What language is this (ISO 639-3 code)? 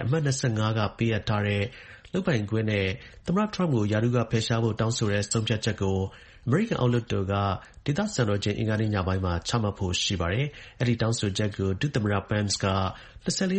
mya